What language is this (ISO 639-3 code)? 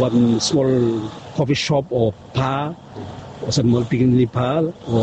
bis